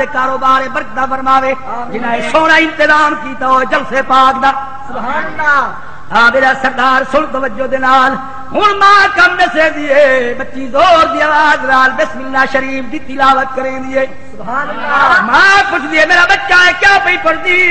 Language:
Saraiki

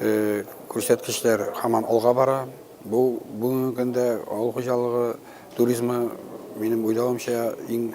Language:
Tatar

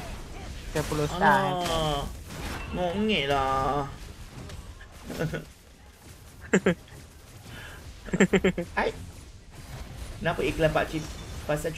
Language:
Malay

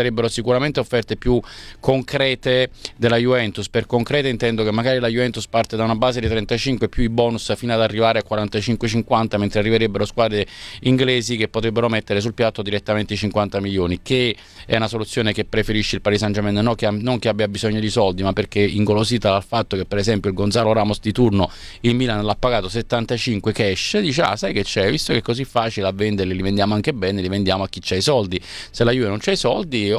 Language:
Italian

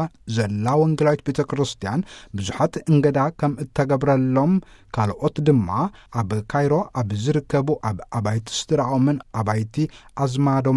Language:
Tigrinya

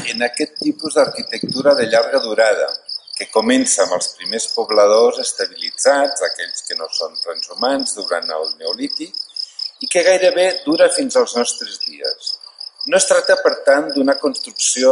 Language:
Catalan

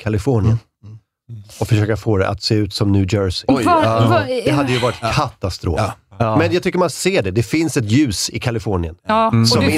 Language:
Swedish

